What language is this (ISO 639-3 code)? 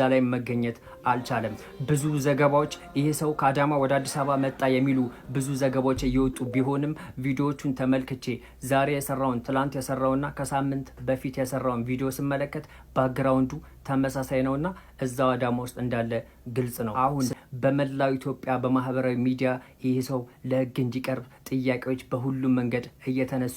amh